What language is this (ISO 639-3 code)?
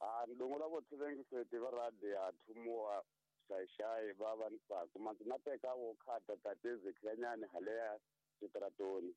tso